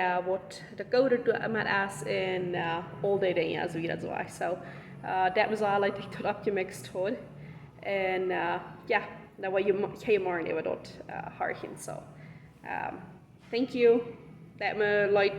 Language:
Plautdietsch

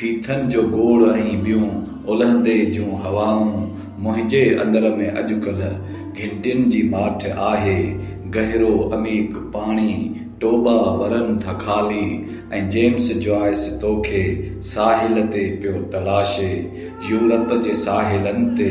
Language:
Sindhi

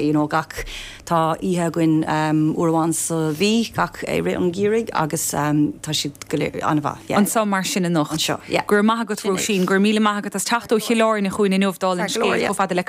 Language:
Irish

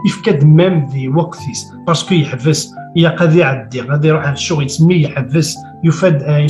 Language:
Kabyle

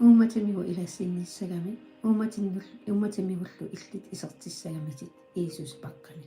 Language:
Kalaallisut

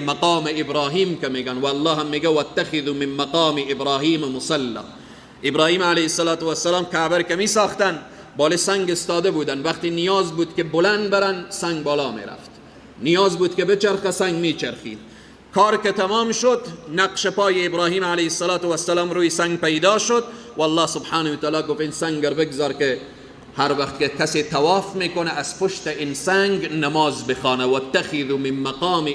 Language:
Persian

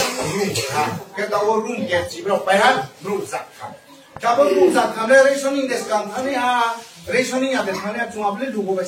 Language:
Riang (India)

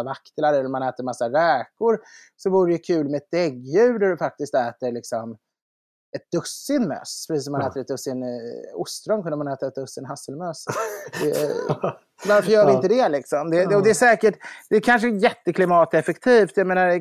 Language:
Swedish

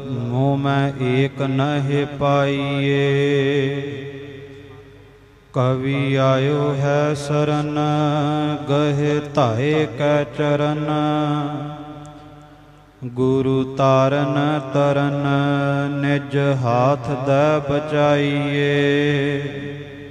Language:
Punjabi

